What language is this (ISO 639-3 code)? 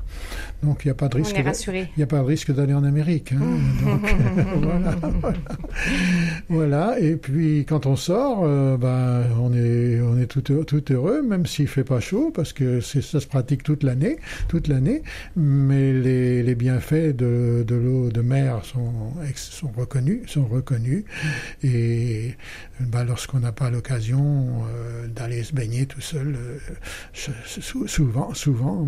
fra